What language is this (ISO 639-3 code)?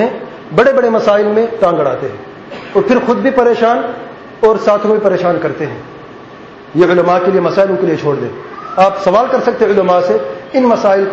urd